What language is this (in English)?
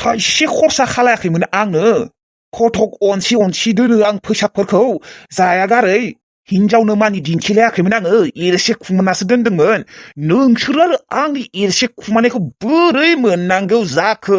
Bodo